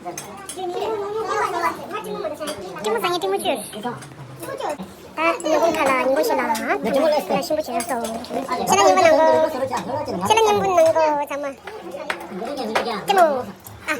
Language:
Tibetan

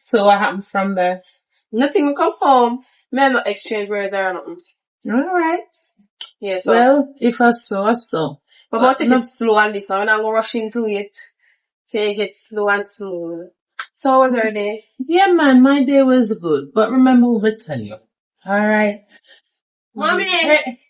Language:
Jamaican Creole English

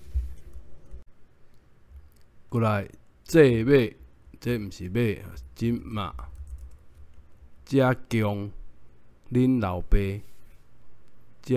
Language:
Min Nan Chinese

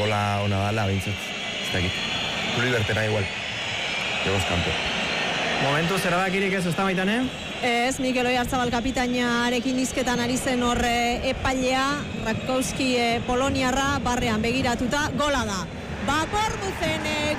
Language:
Basque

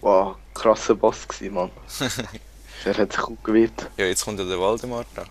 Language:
Swiss German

